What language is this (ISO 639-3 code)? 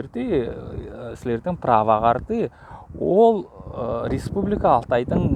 alt